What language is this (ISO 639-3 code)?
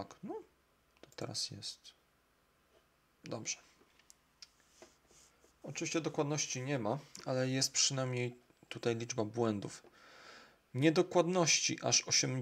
pol